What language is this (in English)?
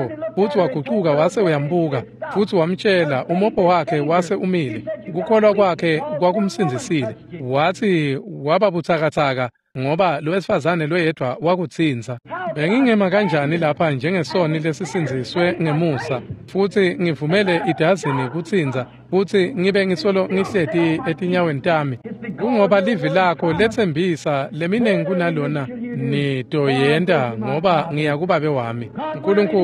Swati